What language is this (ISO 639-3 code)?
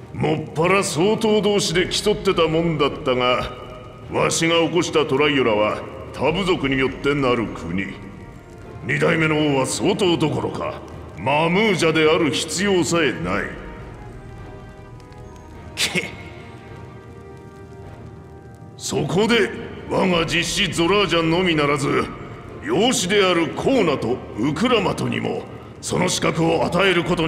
jpn